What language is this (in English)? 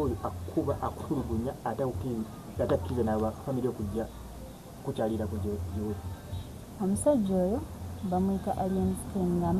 Ganda